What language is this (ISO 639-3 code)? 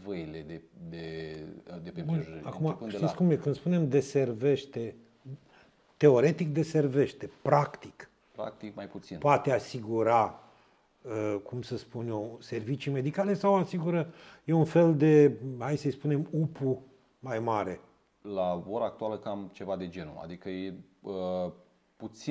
ron